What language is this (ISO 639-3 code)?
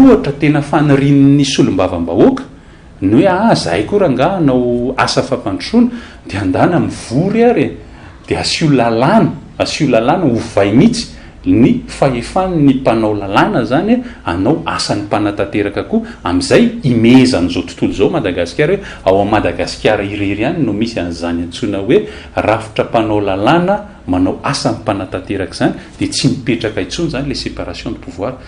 mlg